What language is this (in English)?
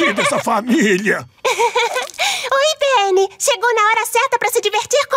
Portuguese